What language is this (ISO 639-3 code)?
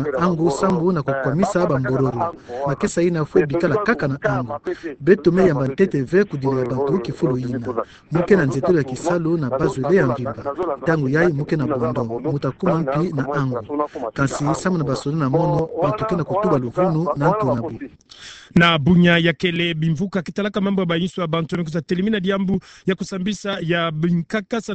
ktu